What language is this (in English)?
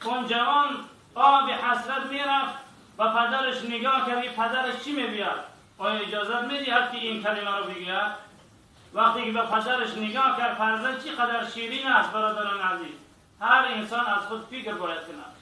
Tajik